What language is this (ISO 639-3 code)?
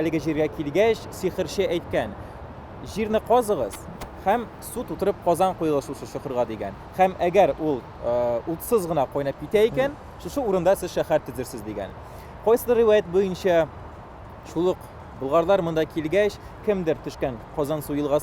tat